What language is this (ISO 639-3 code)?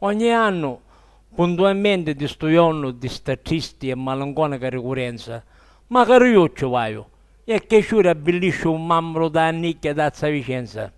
scn